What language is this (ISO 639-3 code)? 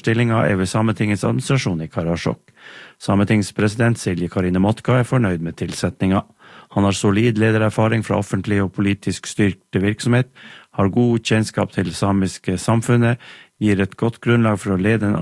nor